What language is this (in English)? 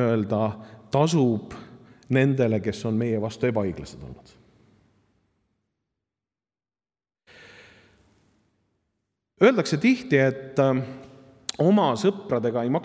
Estonian